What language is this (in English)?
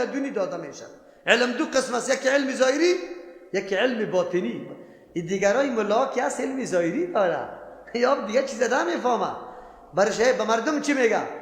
Persian